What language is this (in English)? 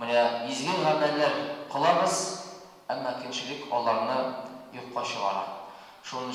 Tatar